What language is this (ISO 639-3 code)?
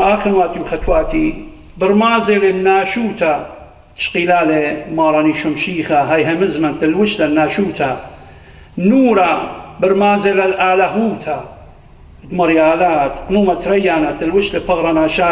aii